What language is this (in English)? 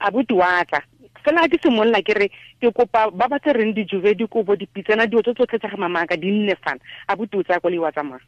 Tswana